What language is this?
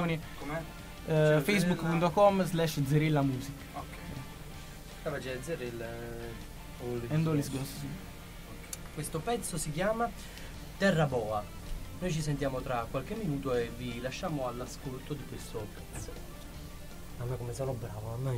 Italian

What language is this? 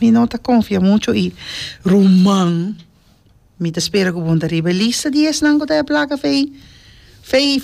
Papiamento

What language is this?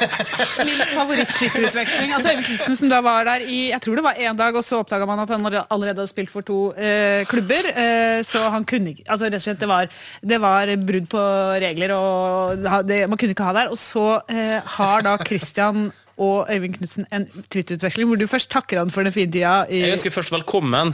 Norwegian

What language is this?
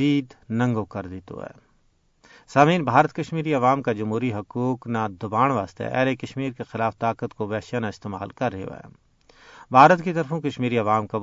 Gujari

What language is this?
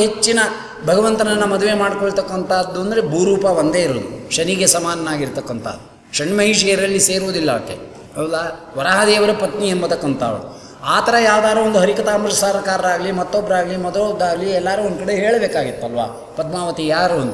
Kannada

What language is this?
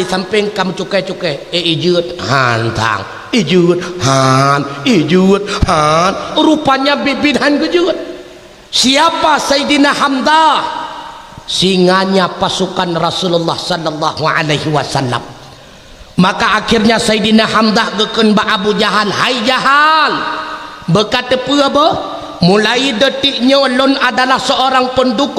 Achinese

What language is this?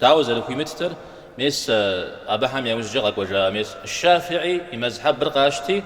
Kabardian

